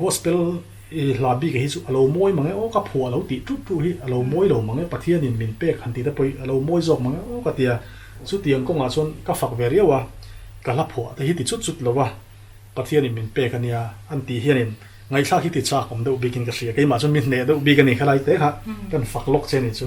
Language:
Mizo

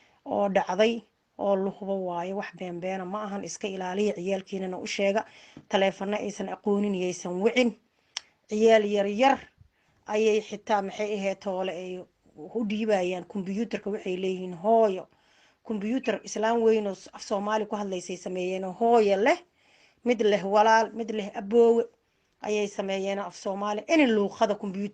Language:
Somali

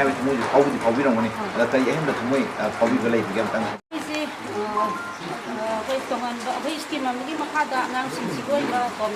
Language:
Manipuri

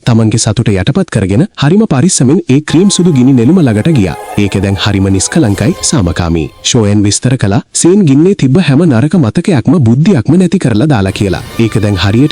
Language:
Sinhala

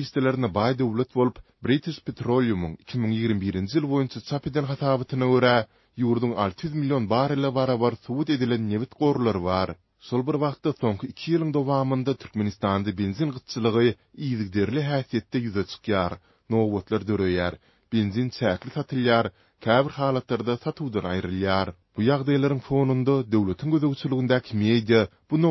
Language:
Turkmen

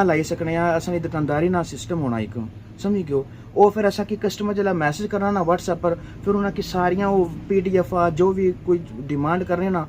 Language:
Pahari-Potwari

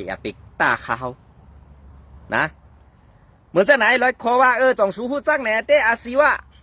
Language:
Shan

